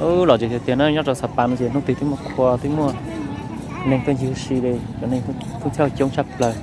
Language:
Hmong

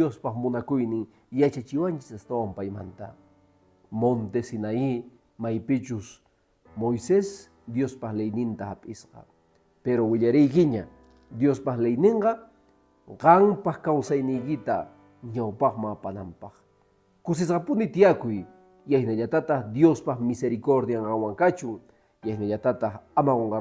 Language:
Quechua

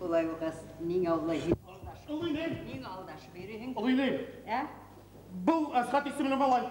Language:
Bashkir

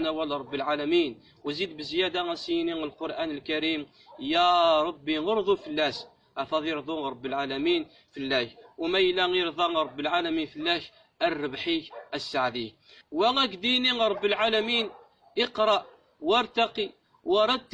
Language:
Kabyle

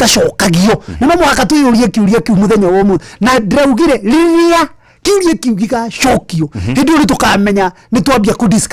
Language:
Kikuyu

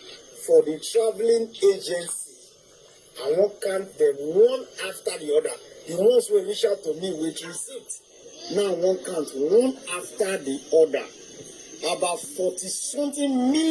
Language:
Nigerian Pidgin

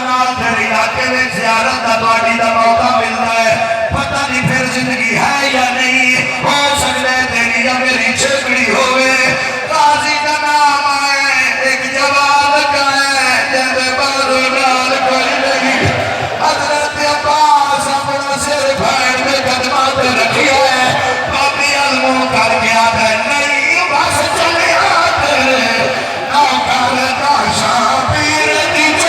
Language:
Saraiki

